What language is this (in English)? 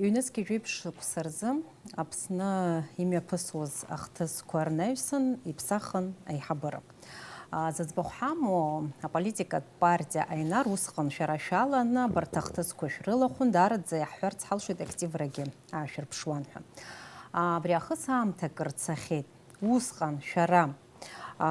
Abkhazian